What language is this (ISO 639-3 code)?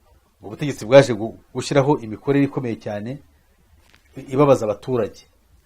kin